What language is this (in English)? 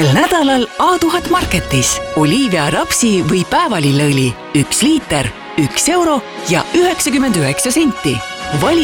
Estonian